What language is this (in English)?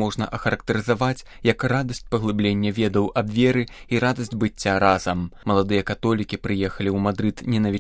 Belarusian